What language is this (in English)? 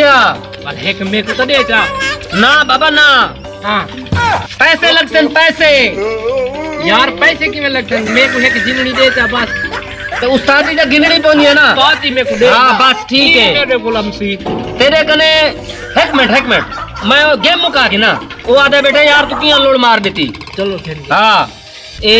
Saraiki